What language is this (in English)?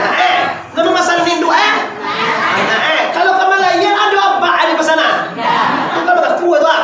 Minangkabau